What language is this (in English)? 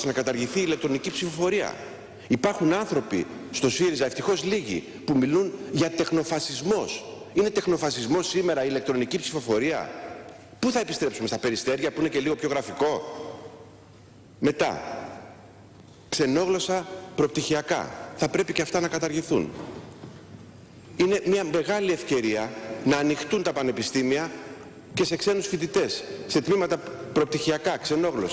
Greek